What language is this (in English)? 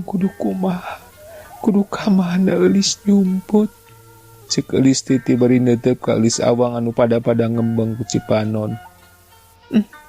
Sundanese